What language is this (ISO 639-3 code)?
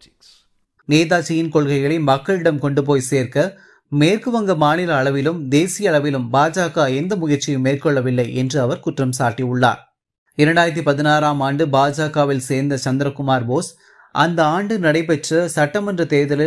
tam